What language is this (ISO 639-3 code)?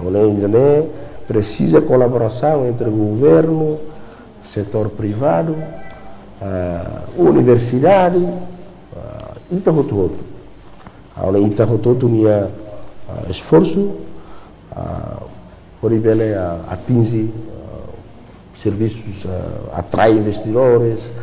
tet